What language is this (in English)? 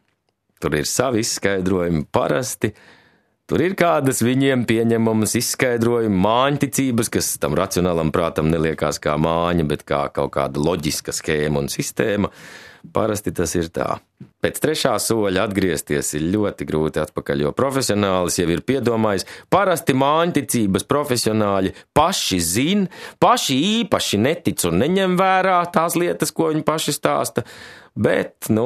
Latvian